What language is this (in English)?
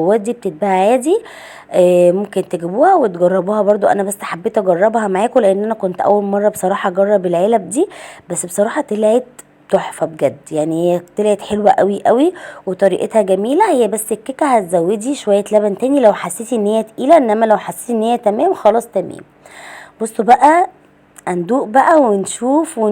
Egyptian Arabic